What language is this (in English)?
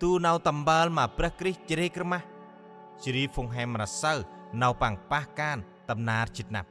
Central Mnong